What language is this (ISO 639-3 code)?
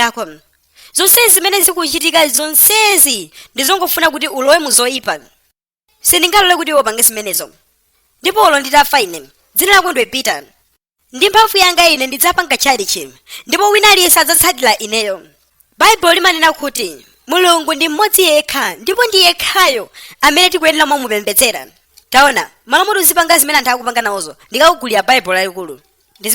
nya